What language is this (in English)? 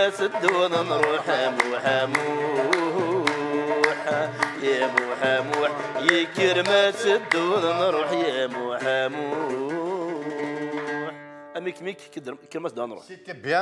Kabyle